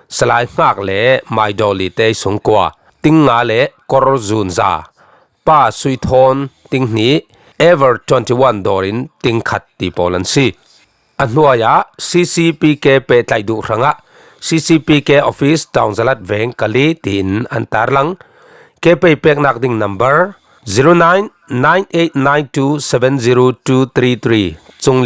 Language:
Falam Chin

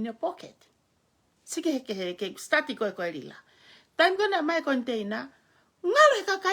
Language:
Tongan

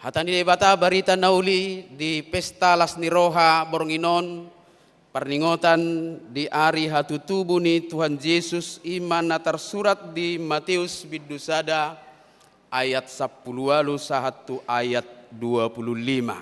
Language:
Batak Toba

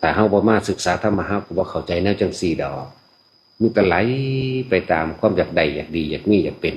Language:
Lao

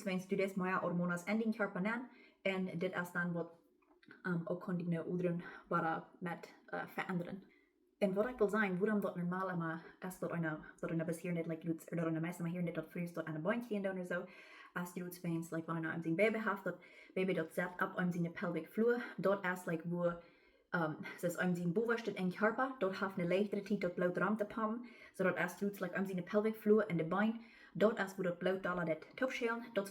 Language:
Plautdietsch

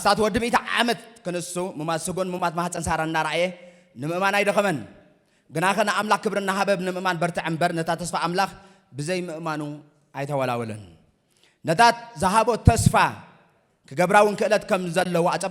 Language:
Tigrinya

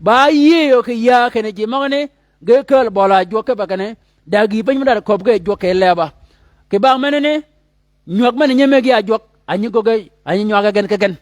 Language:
Shilluk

